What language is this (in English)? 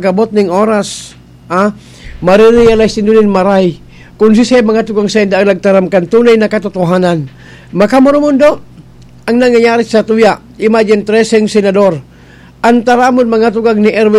Bikol